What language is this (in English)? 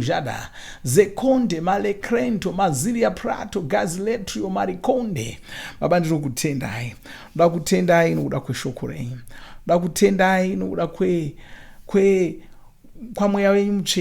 Shona